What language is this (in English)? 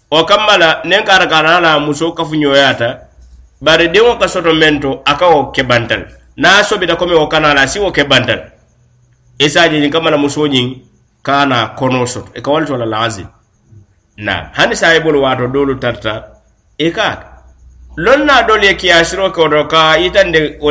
Mandingo